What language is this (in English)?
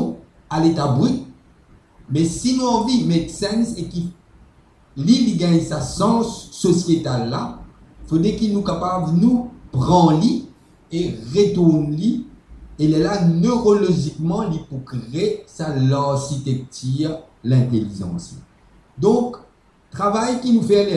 Morisyen